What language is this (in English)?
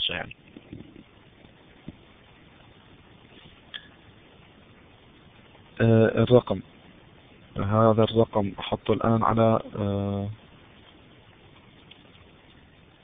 Arabic